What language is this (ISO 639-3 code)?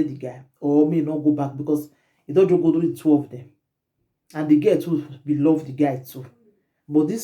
pcm